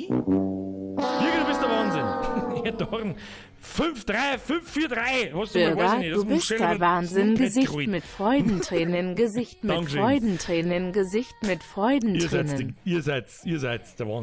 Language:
Bavarian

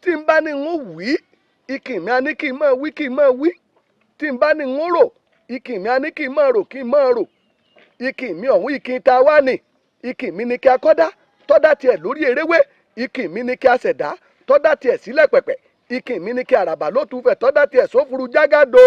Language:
Yoruba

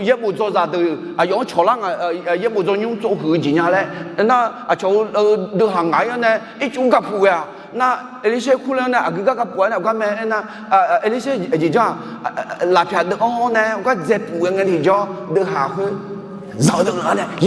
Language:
Akha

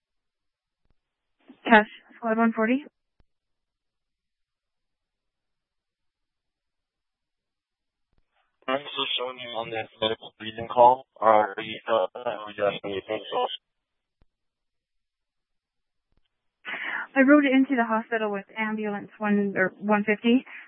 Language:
English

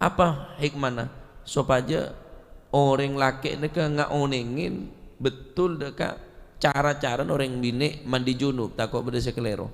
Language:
Madurese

